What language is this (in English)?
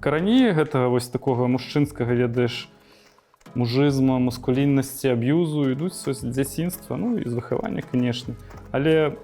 Belarusian